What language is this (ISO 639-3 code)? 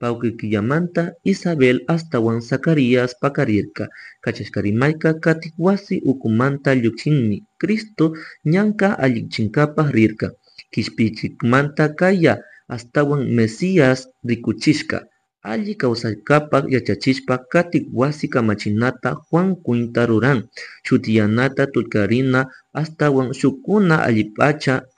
qug